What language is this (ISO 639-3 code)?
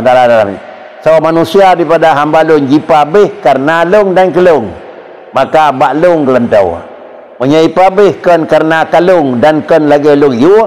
ace